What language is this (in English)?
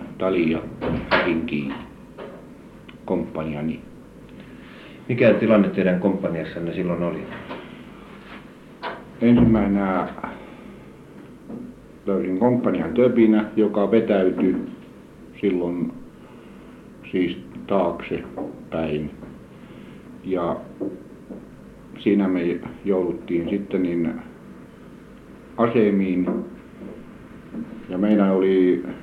Finnish